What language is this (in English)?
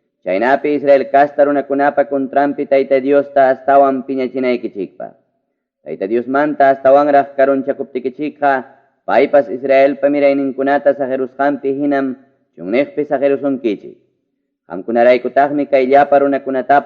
Ayacucho Quechua